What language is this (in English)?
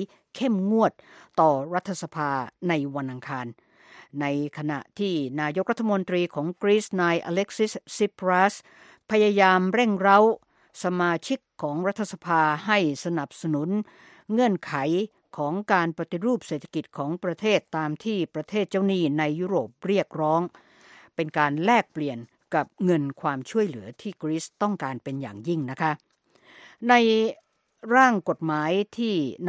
Thai